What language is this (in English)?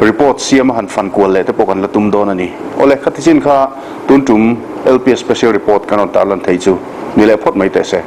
Mizo